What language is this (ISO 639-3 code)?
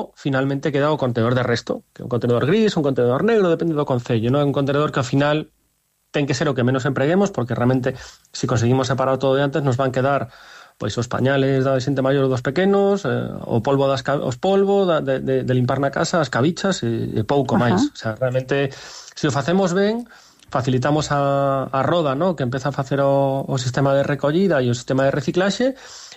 glg